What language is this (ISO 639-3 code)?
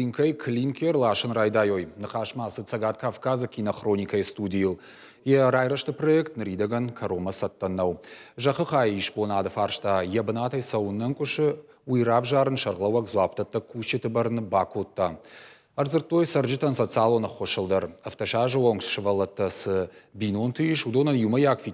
oss